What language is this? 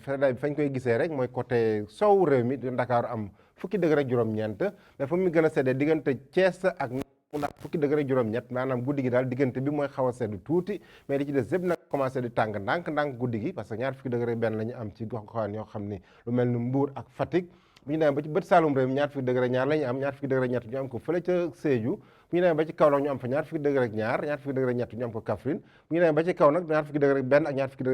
Wolof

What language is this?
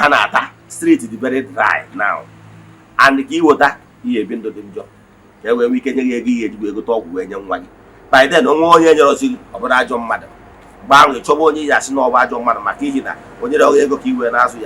Igbo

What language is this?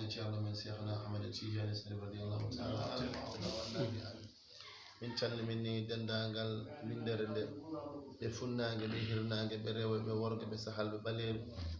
Fula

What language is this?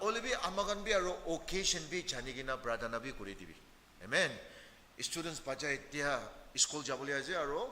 Naga Pidgin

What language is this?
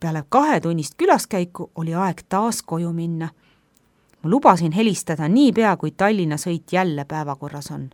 Estonian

